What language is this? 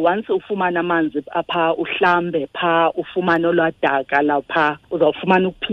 Xhosa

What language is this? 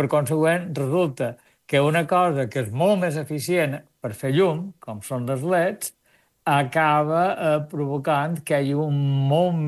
Catalan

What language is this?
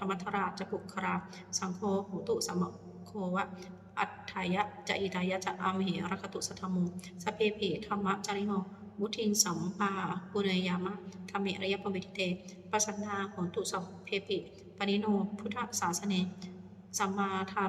Pali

